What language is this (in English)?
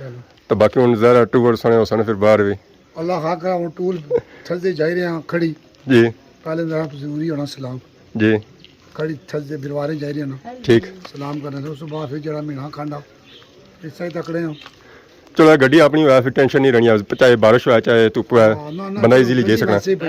Pahari-Potwari